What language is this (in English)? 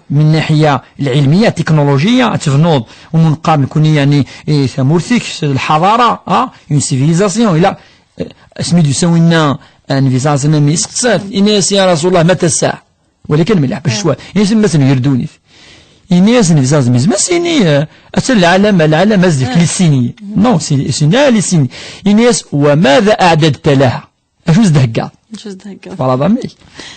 Kabyle